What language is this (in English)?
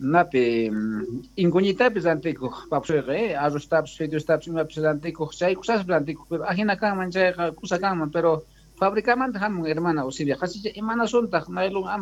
South Bolivian Quechua